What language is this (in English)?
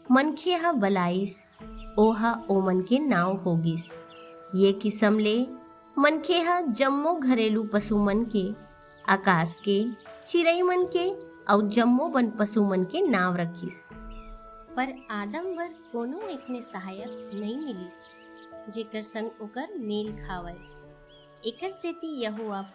Chhattisgarhi